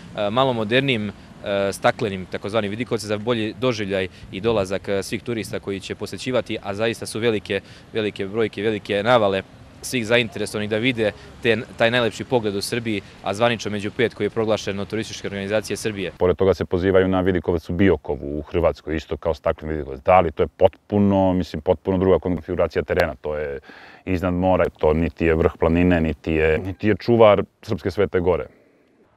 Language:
Serbian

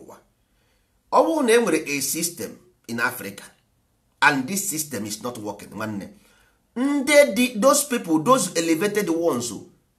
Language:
Igbo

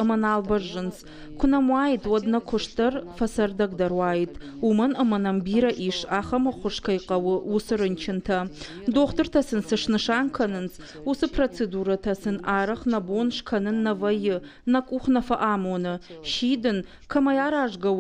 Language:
Ossetic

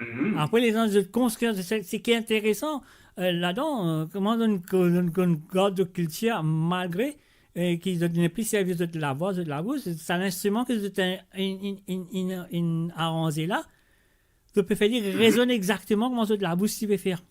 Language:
Morisyen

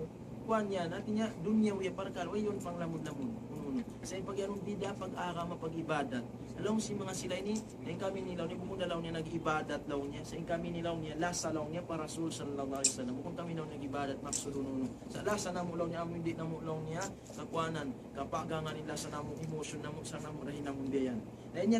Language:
Tausug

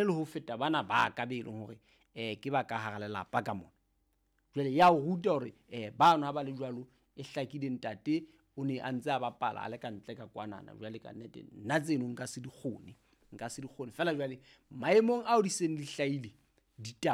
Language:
Southern Sotho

